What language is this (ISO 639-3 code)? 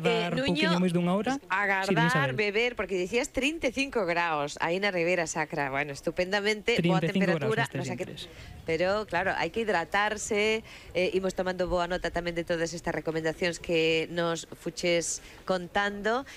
glg